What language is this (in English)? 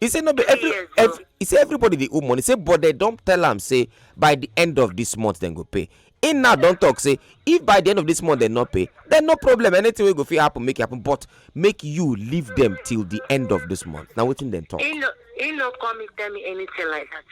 Nigerian Pidgin